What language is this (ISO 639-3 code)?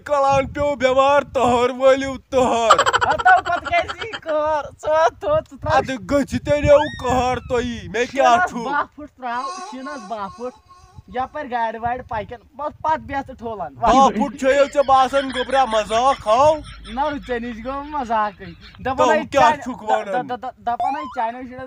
kas